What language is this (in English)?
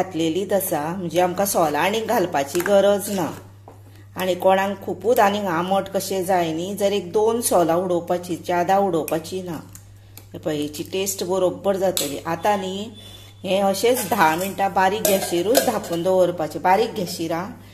Konkani